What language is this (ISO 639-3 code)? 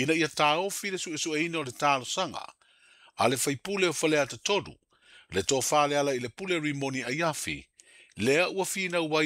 smo